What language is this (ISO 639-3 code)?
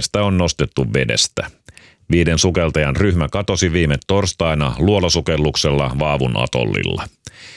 fin